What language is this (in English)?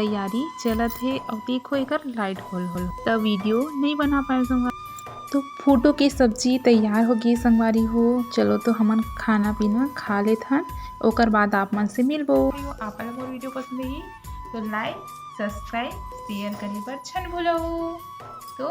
Chhattisgarhi